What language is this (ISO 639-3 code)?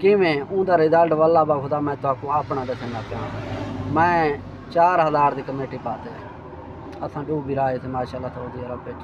skr